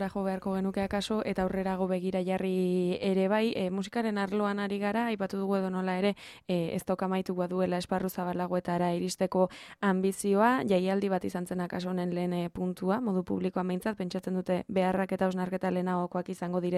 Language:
Basque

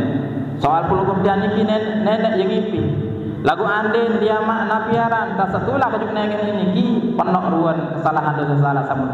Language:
Sasak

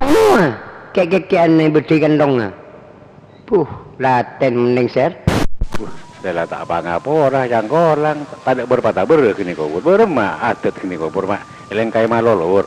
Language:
Madurese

